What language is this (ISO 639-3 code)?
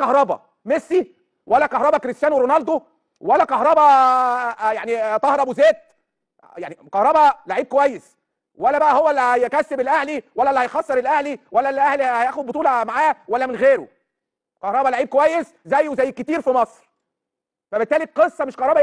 arz